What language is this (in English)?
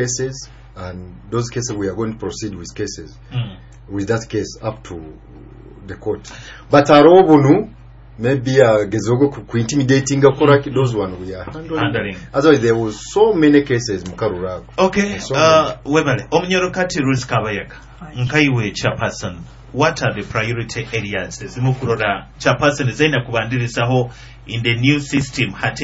Nyoro